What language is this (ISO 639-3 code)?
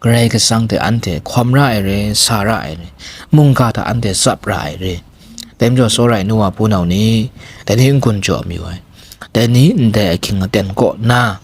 kac